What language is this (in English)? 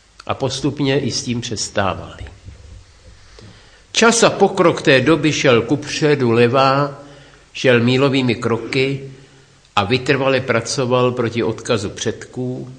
Czech